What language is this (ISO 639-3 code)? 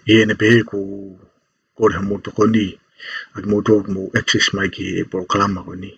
ton